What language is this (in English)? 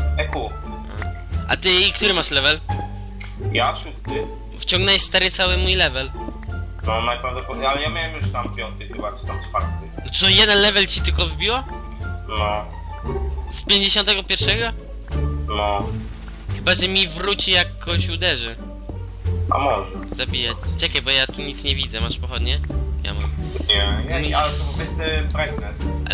Polish